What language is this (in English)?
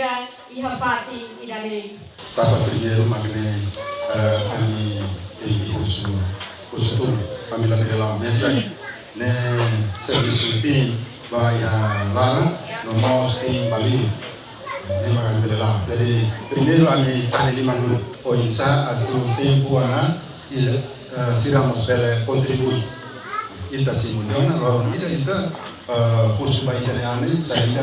Tetum